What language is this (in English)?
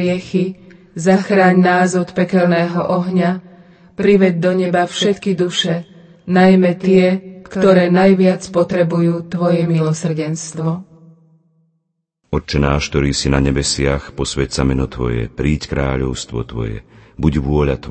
Slovak